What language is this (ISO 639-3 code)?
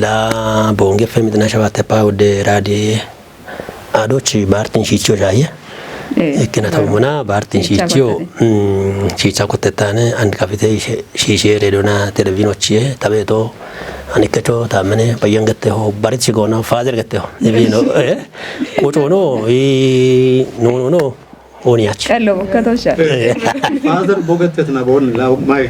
kbr